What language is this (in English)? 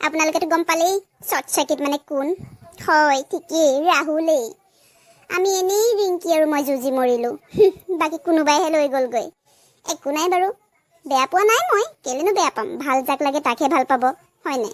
Assamese